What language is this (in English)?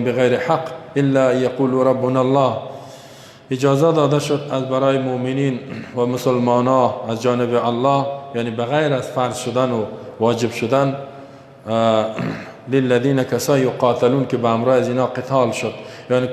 Persian